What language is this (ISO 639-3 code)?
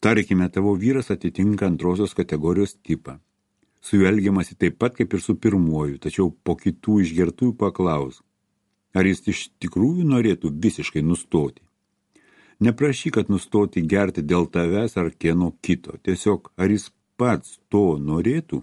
lit